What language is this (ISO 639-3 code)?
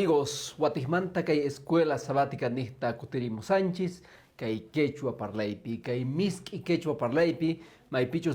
que